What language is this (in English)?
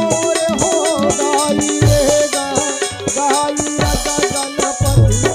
Chhattisgarhi